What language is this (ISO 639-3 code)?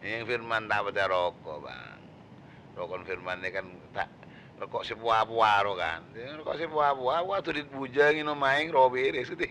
mad